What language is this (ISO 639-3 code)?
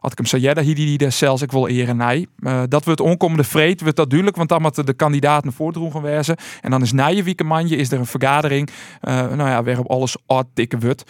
fry